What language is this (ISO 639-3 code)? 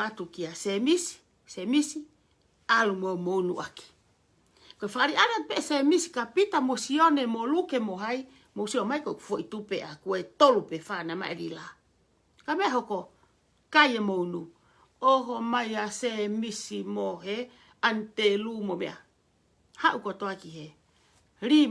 ton